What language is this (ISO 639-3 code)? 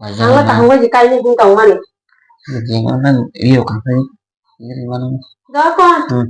trp